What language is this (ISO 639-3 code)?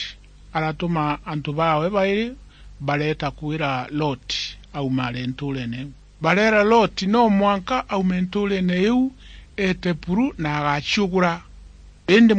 mer